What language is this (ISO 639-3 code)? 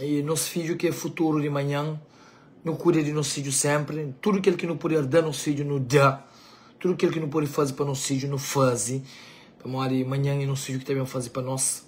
kea